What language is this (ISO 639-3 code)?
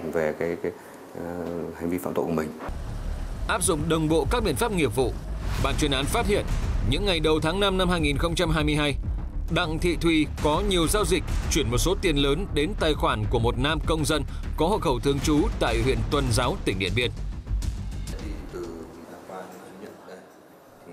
vie